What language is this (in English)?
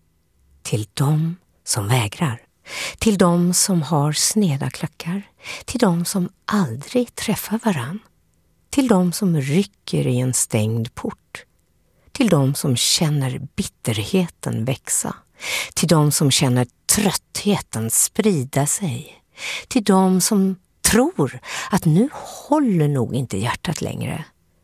Swedish